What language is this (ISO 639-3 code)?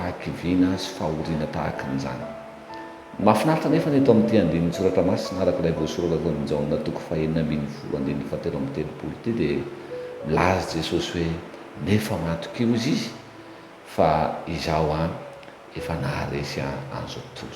mlg